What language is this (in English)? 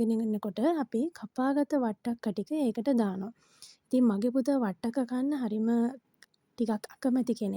Sinhala